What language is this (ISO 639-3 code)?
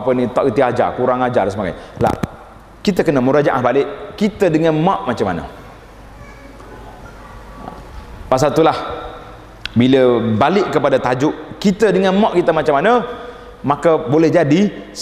msa